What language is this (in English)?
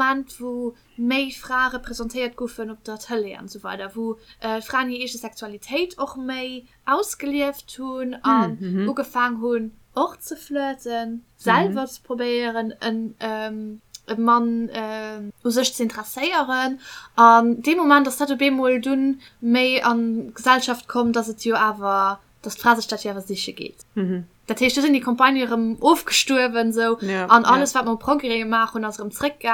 Luxembourgish